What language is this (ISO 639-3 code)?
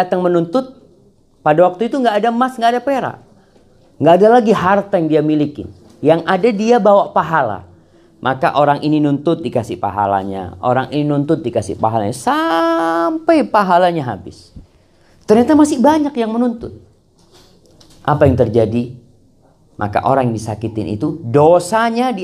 ind